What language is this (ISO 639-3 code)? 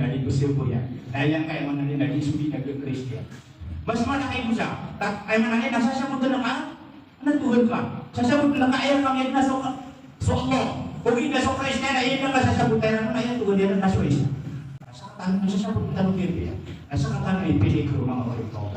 mrw